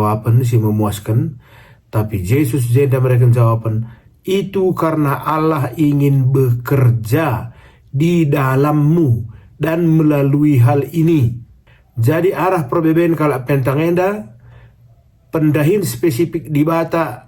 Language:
Batak Karo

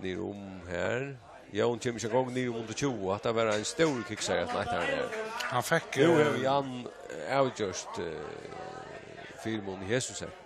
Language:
Faroese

